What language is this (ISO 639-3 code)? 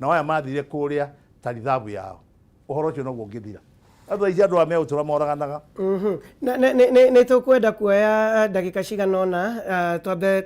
kik